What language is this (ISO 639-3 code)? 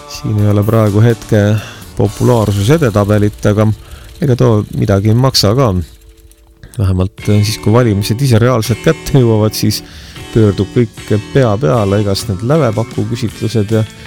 est